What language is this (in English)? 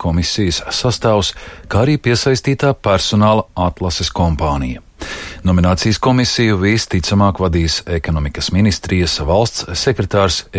Latvian